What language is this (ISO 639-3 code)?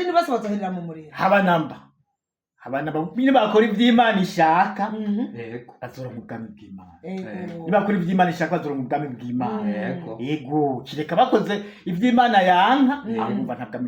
run